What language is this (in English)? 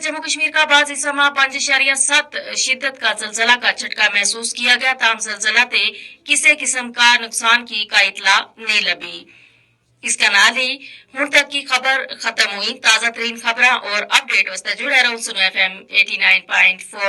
Gujari